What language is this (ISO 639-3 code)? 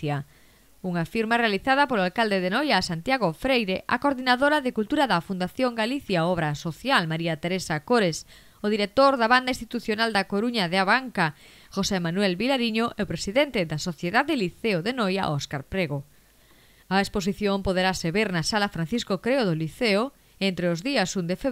glg